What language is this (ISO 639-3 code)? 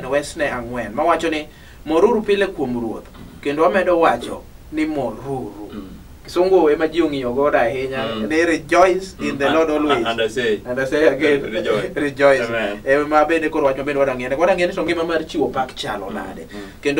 luo